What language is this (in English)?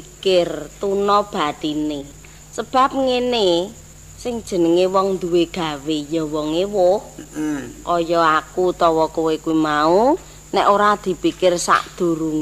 Javanese